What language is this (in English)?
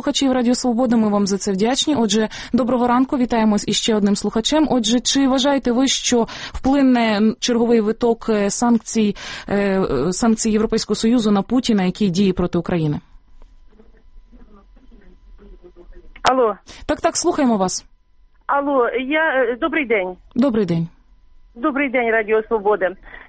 Ukrainian